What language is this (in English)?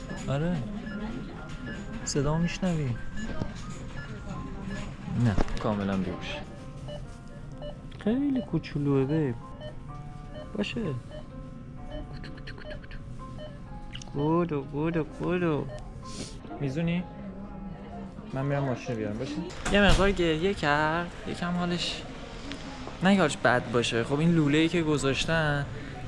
Persian